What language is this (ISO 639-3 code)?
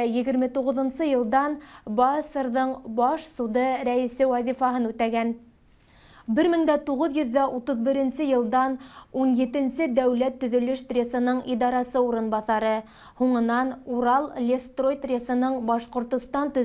bak